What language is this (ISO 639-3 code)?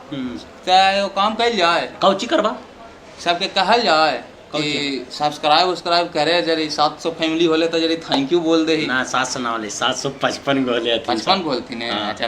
mag